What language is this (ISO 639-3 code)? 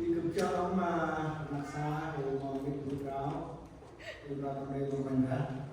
cmo